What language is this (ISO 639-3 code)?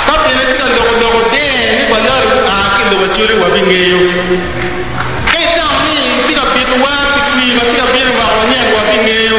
ach